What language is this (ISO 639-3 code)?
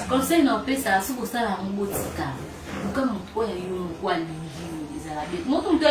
lin